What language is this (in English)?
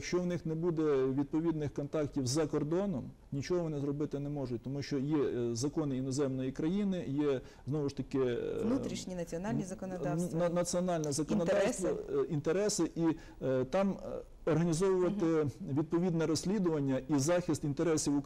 Ukrainian